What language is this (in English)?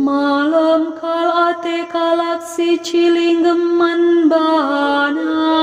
Batak Karo